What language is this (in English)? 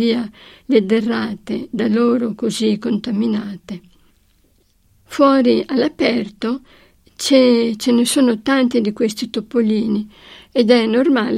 Italian